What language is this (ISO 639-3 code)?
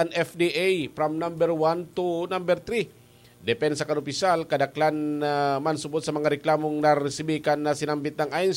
bik